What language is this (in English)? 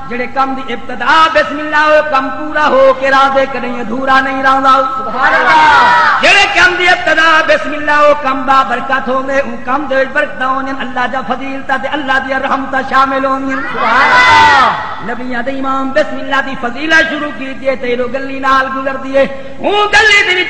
Saraiki